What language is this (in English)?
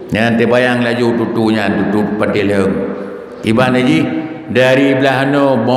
Achinese